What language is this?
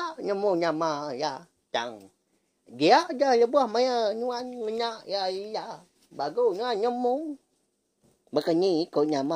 Iban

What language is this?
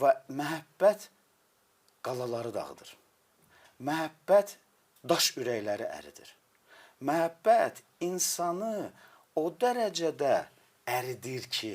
Azerbaijani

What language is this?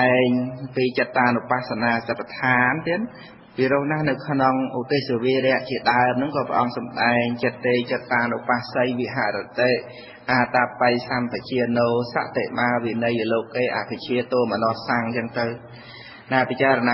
Khmer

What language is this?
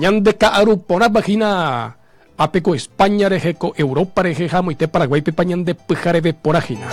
Guarani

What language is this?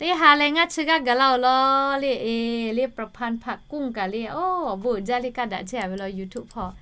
Lahu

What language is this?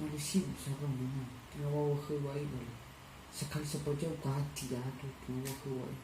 Nias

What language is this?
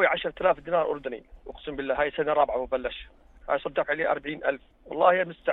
North Levantine Arabic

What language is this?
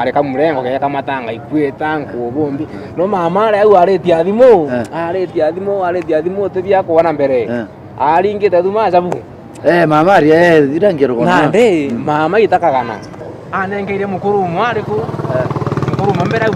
Meru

